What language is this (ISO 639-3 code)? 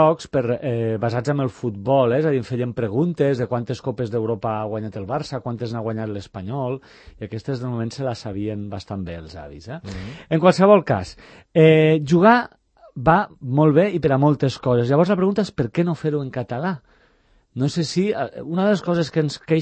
cat